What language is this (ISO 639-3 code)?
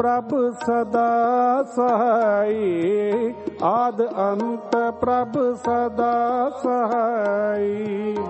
pan